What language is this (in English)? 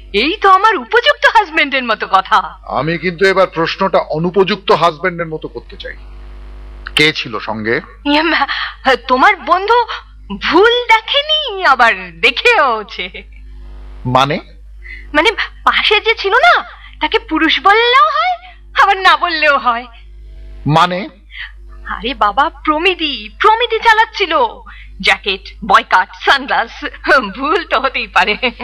Bangla